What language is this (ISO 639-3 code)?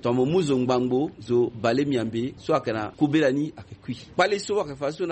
sag